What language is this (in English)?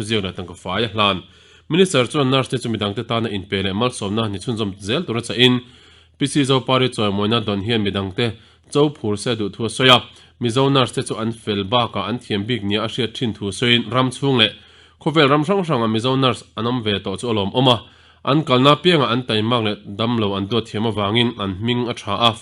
Mizo